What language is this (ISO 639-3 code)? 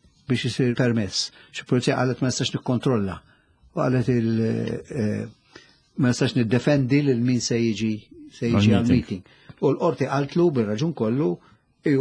mlt